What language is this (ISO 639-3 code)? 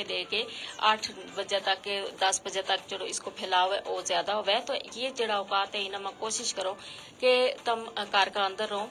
gju